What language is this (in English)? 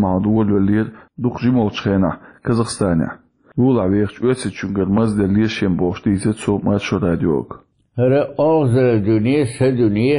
Chechen